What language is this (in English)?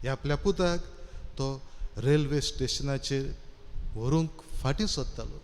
Konkani